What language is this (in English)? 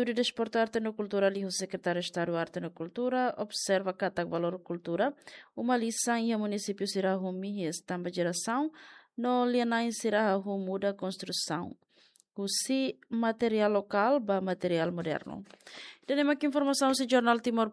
Tetum